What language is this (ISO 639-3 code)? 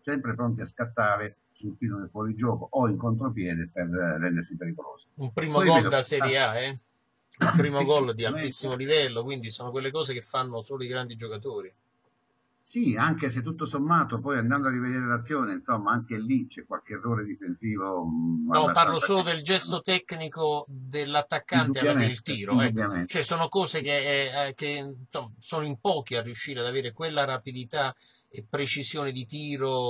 ita